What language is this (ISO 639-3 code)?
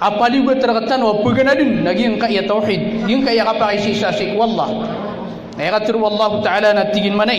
mrw